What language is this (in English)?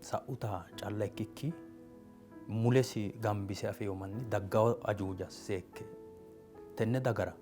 Sidamo